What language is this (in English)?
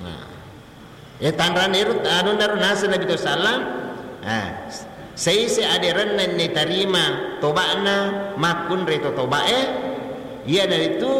Buginese